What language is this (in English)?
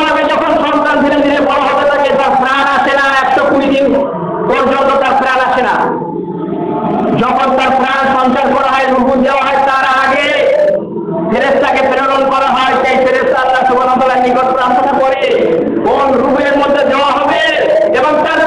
Bangla